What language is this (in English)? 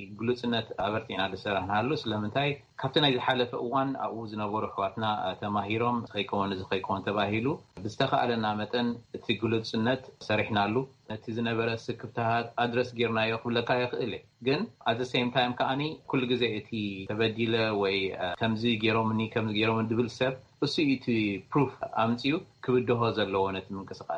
Tigrinya